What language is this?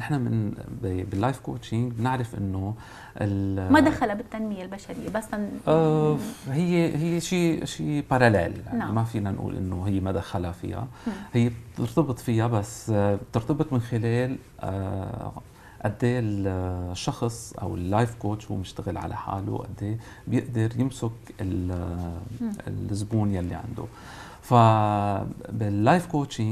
North Levantine Arabic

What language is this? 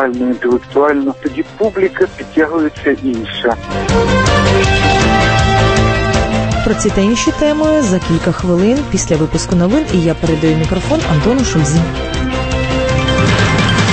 Ukrainian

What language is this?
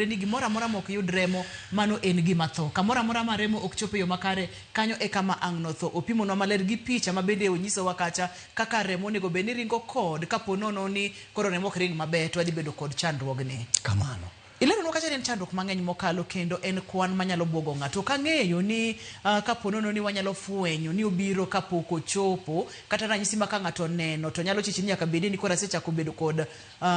Luo (Kenya and Tanzania)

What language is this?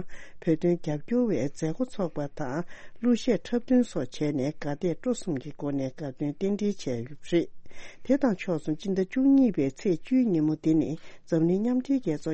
Tibetan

